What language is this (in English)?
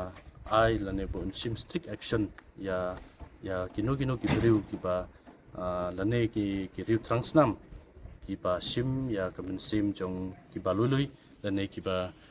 Khasi